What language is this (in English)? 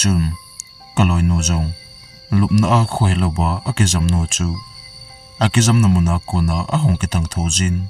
Thado Chin